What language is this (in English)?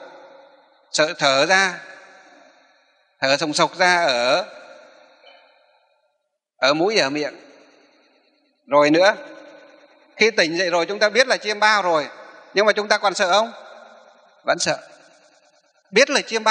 Vietnamese